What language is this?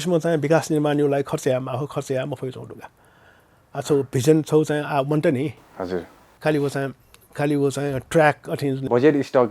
Newari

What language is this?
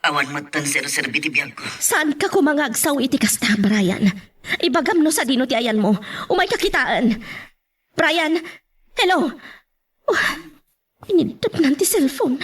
Iloko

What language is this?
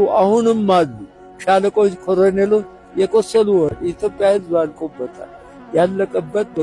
Amharic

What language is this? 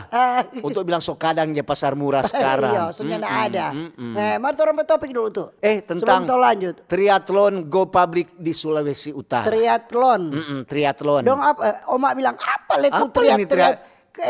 Manado Malay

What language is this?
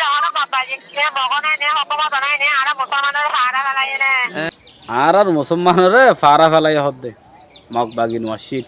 Rohingya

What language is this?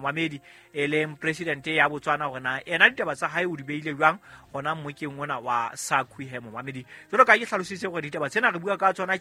Southern Sotho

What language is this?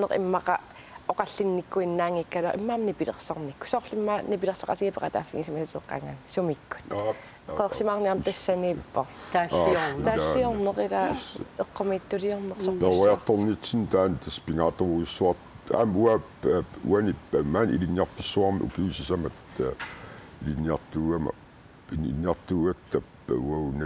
Kalaallisut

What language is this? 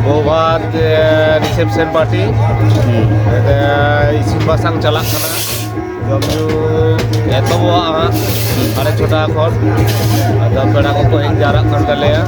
Santali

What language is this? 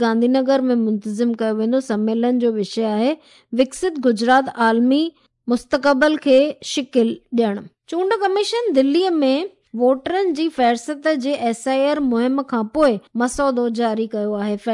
Sindhi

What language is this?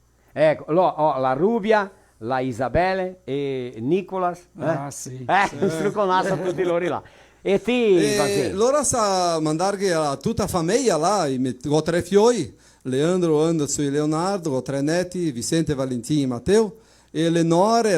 Venetian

